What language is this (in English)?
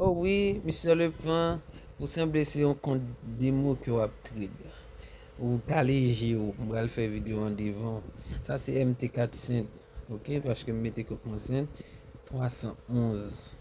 Haitian Creole